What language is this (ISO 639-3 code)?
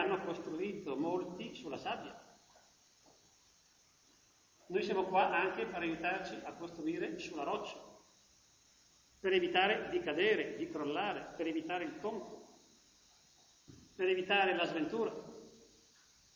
ita